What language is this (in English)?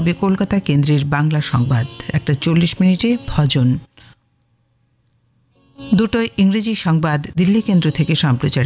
Bangla